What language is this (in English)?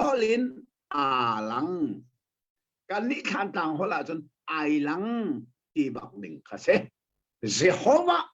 Hakha Chin